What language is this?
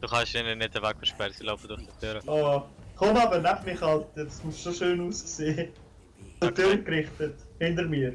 Swiss German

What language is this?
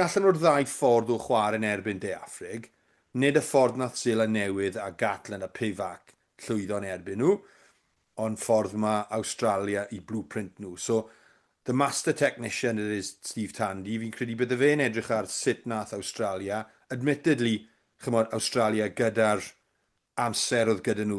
Welsh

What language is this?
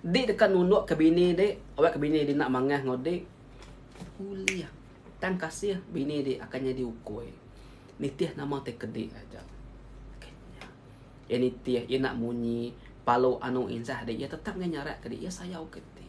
Iban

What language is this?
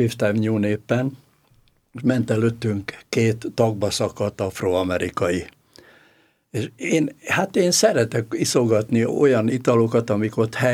Hungarian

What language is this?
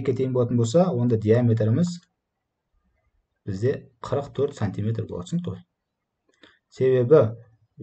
Kazakh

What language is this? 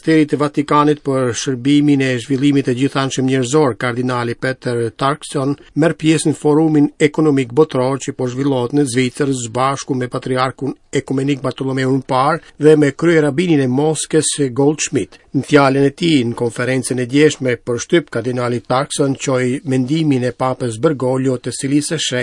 Albanian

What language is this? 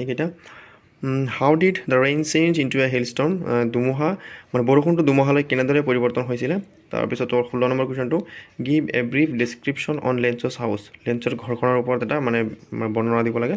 Assamese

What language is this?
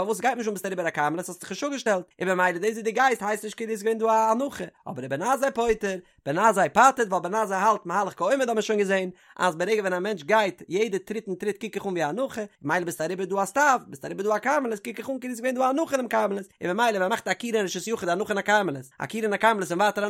Yiddish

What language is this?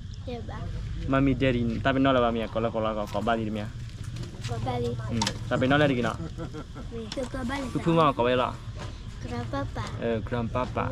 S'gaw Karen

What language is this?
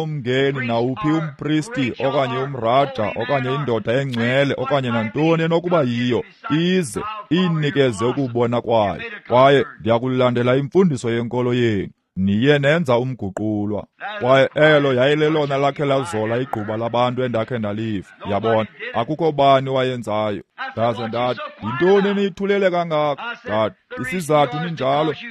Xhosa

